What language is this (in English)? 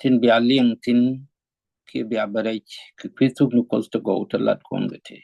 Nuer